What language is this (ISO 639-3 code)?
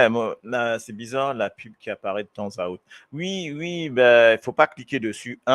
mfe